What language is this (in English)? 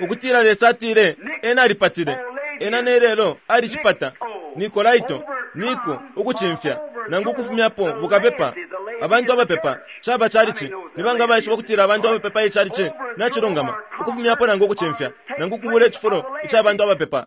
Bemba